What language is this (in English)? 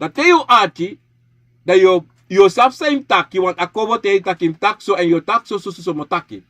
Sranan Tongo